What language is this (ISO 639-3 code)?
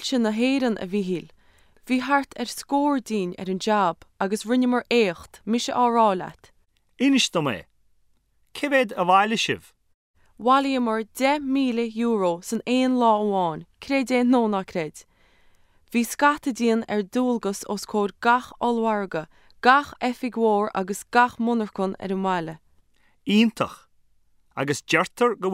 gle